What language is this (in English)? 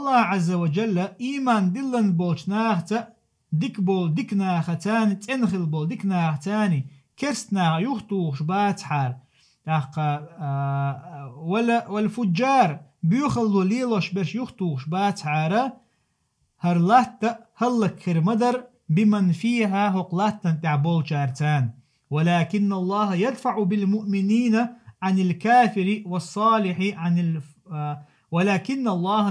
Chechen